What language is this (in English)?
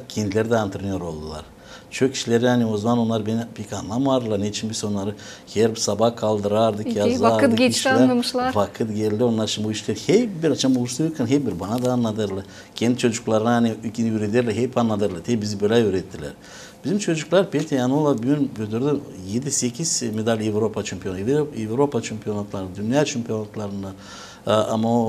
Gagauz